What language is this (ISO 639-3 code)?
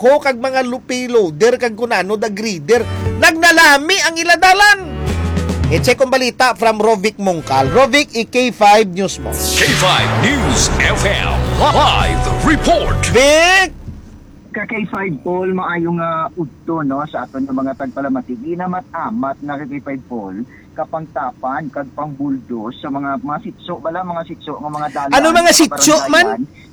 hil